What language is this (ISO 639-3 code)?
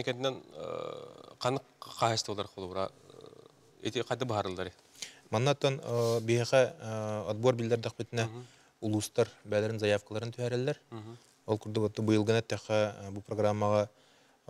sah